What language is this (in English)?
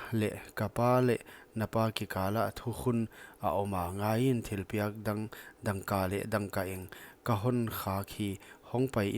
Paite Chin